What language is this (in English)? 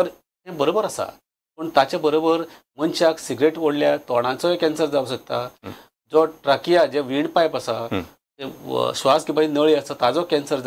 Konkani